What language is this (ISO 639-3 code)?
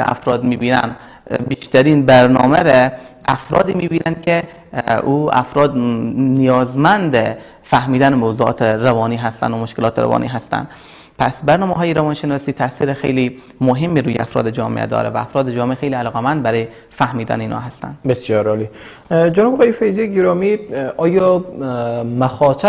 fas